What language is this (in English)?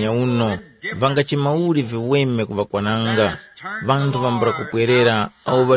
Tumbuka